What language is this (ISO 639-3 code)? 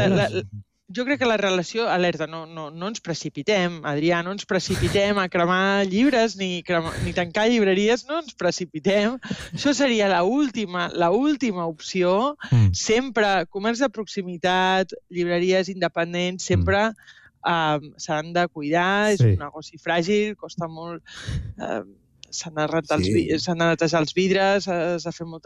cat